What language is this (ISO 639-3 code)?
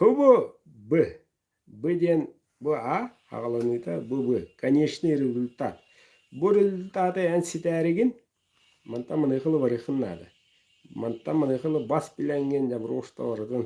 sah